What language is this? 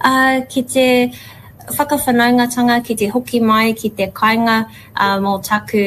Māori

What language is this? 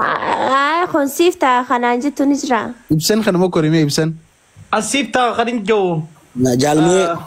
Oromo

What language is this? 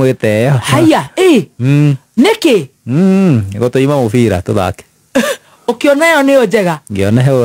Kikuyu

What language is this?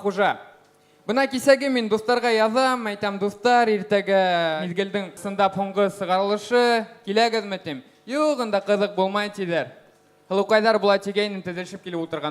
Bashkir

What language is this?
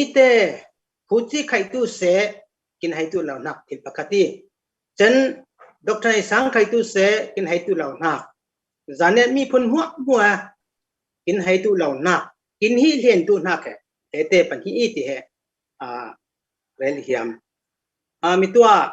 Falam Chin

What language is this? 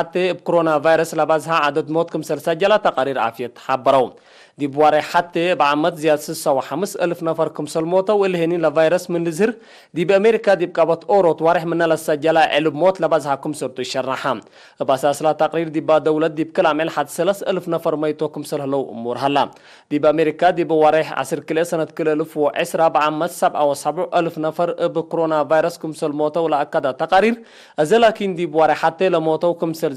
Tigre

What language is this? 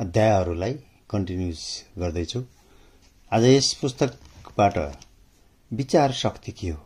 Nepali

